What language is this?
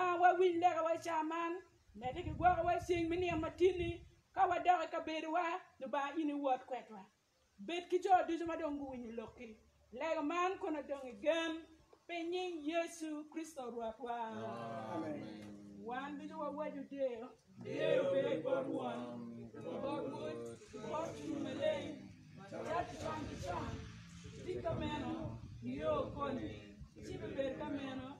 Acoli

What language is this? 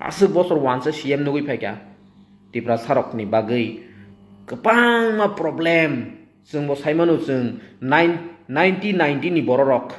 Kok Borok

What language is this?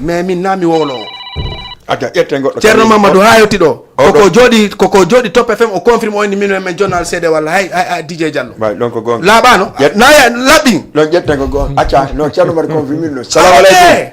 Fula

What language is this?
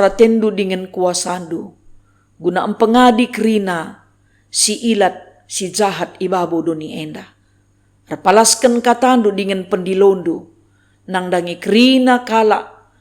Batak Karo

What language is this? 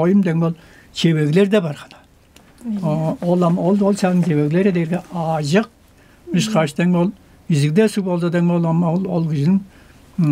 Tuvinian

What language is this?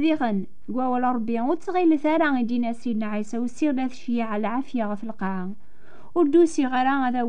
Kabyle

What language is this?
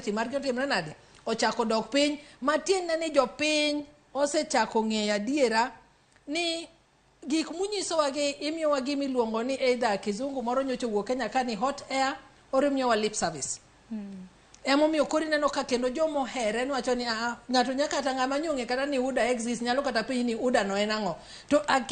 Luo (Kenya and Tanzania)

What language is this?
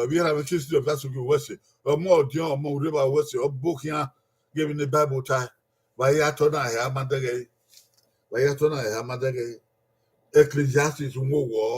Bini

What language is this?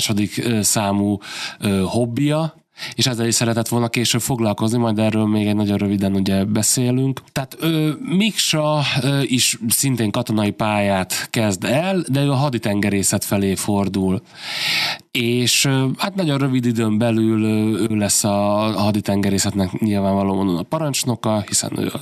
Hungarian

